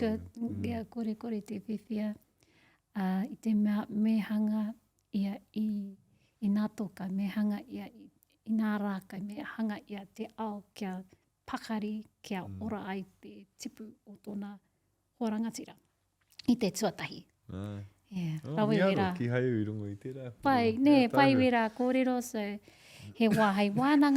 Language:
Māori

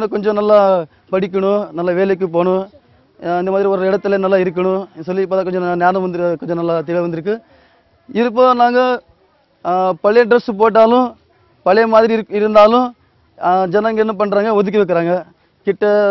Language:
Tamil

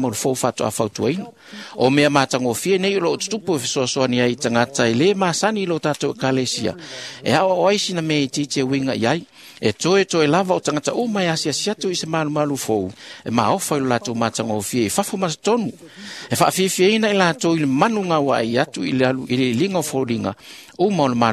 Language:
Samoan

